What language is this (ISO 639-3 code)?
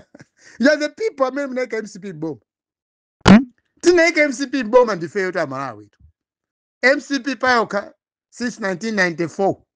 nya